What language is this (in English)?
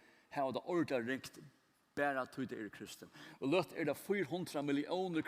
Faroese